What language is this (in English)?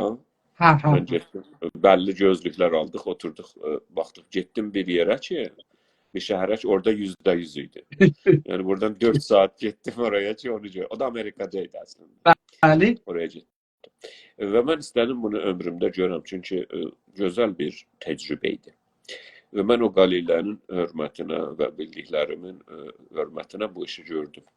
South Azerbaijani